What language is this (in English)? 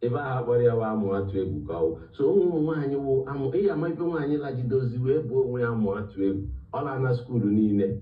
Igbo